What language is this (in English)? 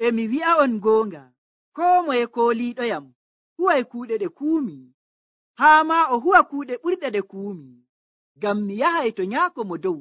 Nigerian Fulfulde